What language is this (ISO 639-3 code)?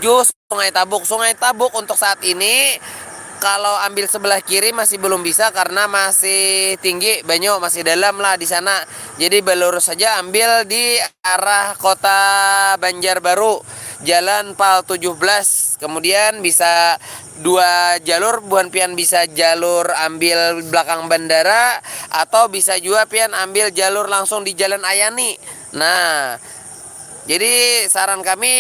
bjn